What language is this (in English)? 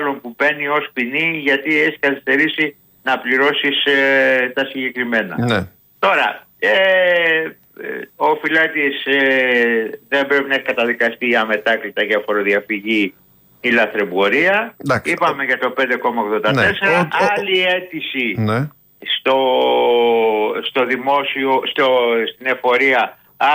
Greek